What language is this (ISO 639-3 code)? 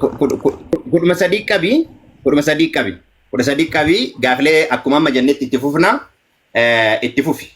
orm